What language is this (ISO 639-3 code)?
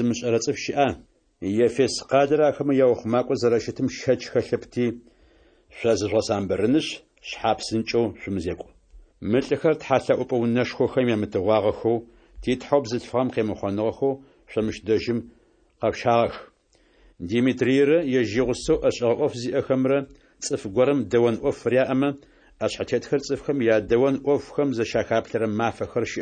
ady